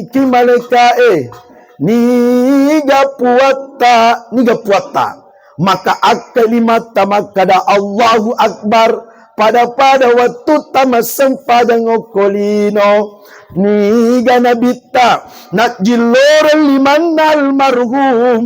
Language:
Buginese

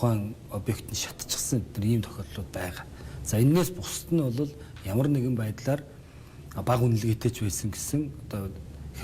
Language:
Mongolian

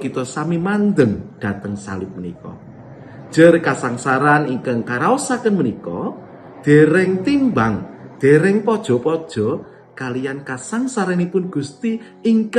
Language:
Javanese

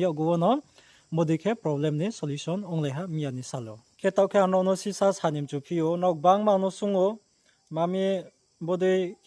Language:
Riang (India)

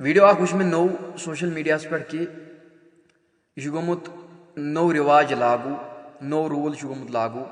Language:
Kashmiri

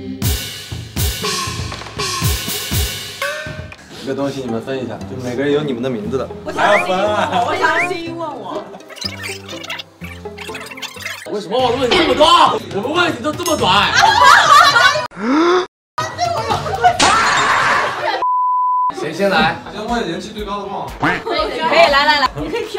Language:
Chinese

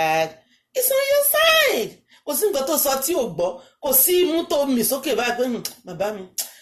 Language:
Yoruba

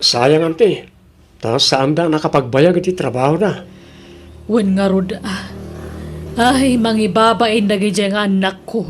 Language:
Iloko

